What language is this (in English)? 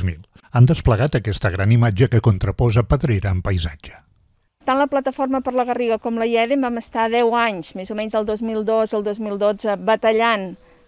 Catalan